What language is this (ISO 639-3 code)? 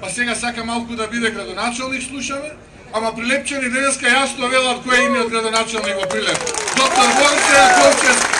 mkd